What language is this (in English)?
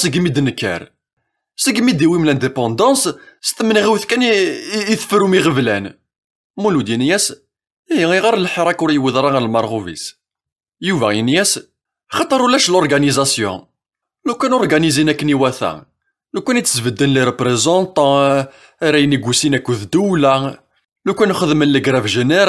Kabyle